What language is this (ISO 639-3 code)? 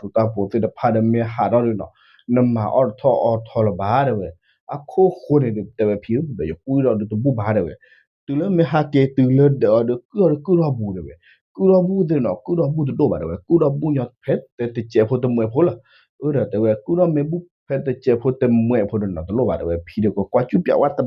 ksw